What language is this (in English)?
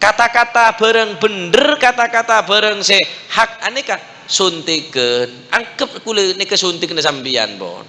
Madurese